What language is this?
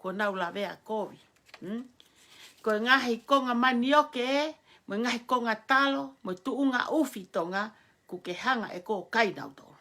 Tongan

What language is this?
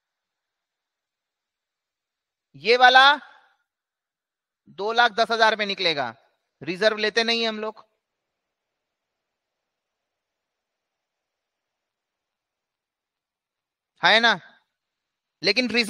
Hindi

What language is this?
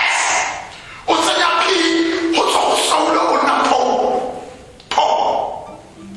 Tswana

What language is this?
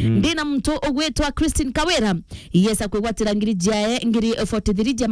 Meru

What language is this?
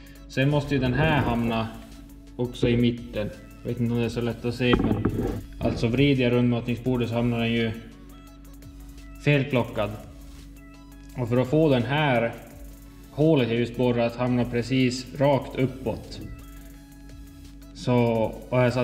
Swedish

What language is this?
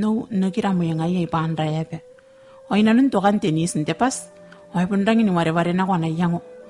Gilbertese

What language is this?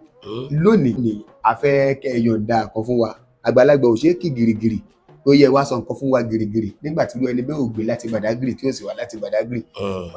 Yoruba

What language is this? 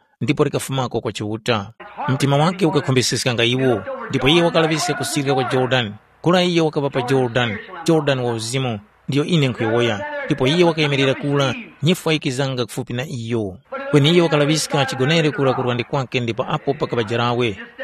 Tumbuka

